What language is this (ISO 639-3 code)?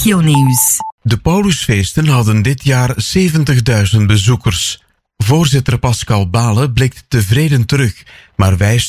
nld